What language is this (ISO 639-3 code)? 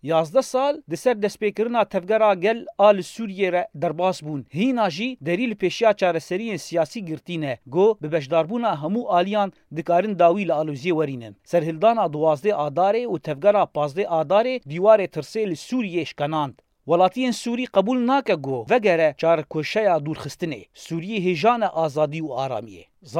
kur